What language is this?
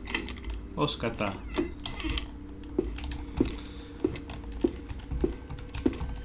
Greek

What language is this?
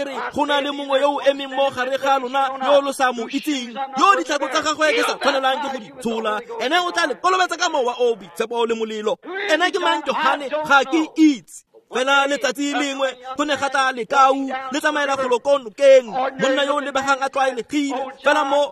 Tswana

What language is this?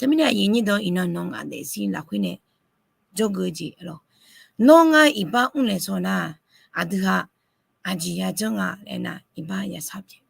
Akha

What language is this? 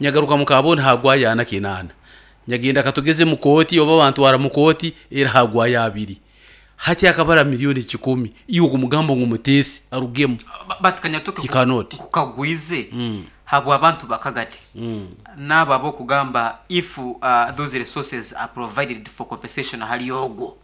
Nyankole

